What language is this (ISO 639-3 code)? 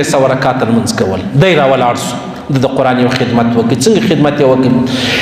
pus